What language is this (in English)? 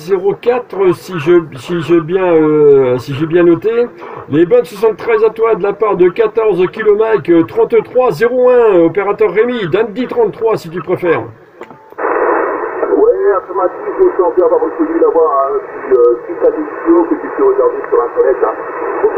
French